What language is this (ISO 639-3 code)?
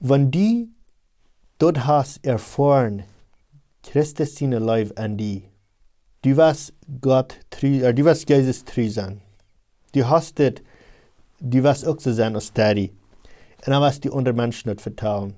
pdt